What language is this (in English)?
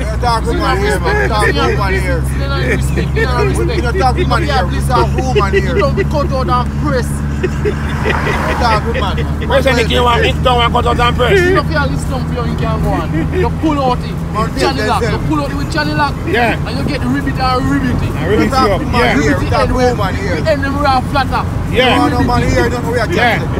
Jamaican Creole English